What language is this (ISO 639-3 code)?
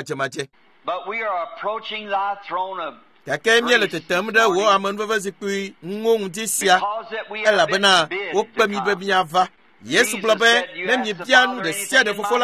ewe